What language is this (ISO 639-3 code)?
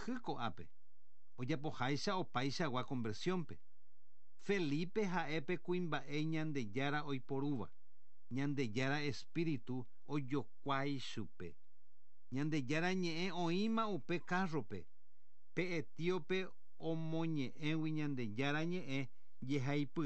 grn